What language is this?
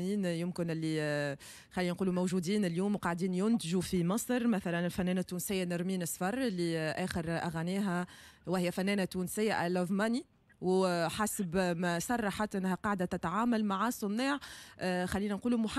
Tunisian Arabic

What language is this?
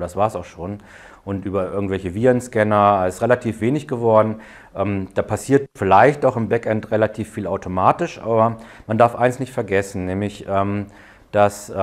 German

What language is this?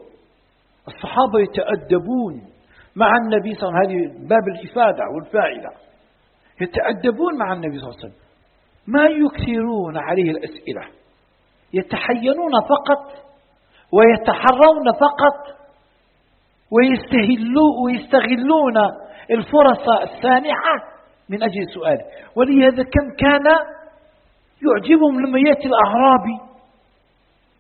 Arabic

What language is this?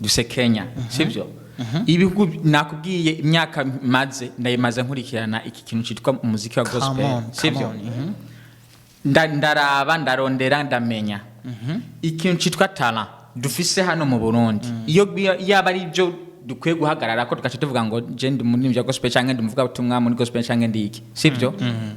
Rundi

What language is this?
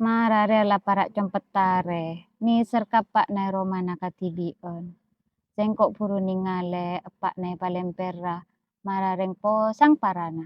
Madurese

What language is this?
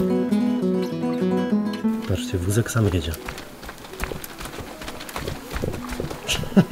Polish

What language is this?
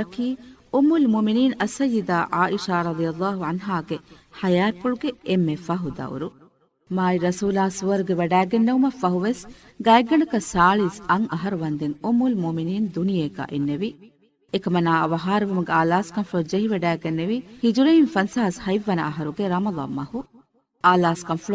Divehi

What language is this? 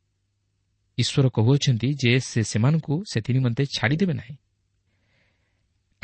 Odia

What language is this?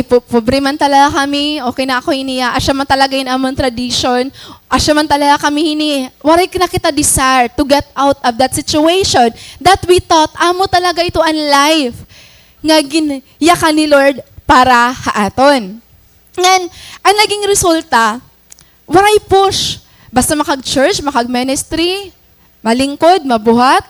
Waray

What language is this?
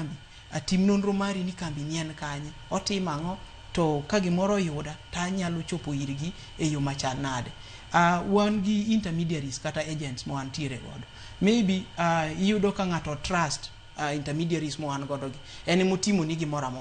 Luo (Kenya and Tanzania)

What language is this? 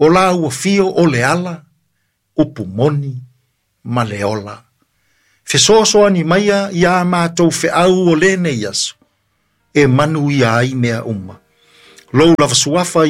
Samoan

